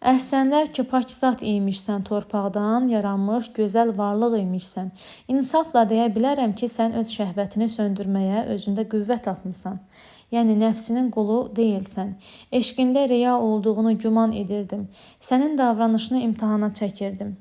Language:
Azerbaijani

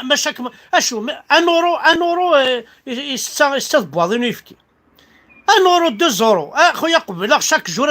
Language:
Kabyle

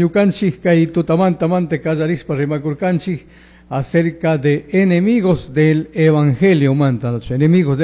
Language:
Chimborazo Highland Quichua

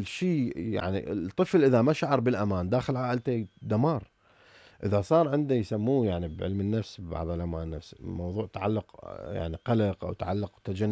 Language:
Mesopotamian Arabic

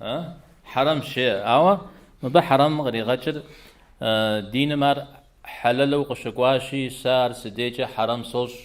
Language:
Kabardian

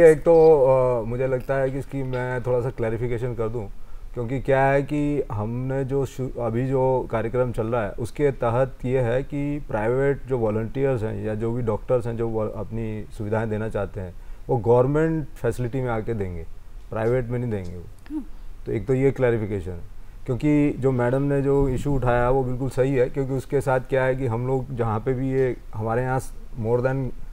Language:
Hindi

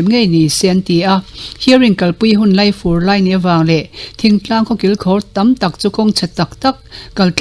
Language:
Mizo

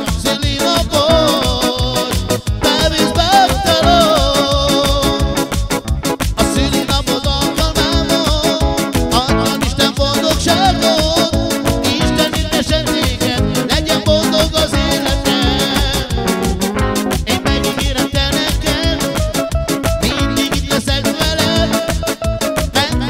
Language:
Hungarian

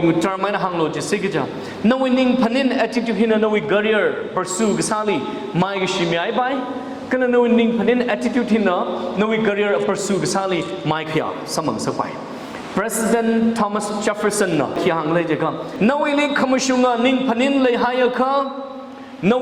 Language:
Tangkhul Naga (India)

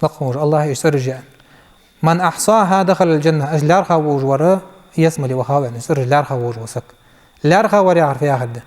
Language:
Ingush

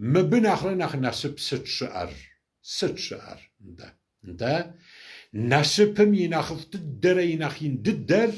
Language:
Kabardian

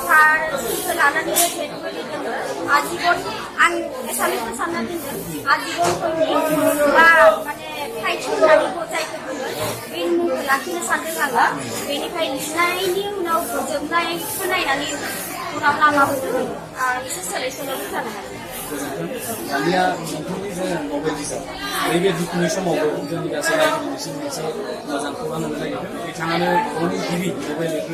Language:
Bodo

